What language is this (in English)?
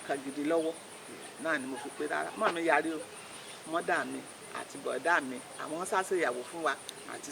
Yoruba